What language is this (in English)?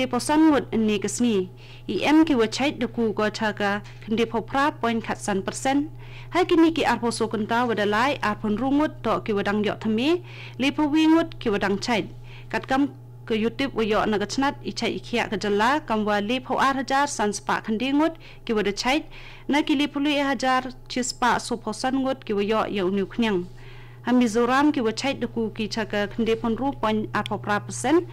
Khasi